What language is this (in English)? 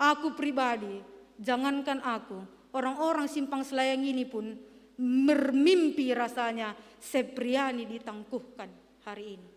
Batak Karo